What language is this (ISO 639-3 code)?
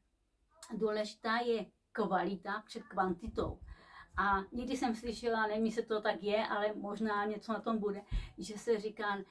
ces